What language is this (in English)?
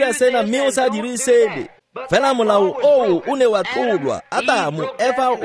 Tswana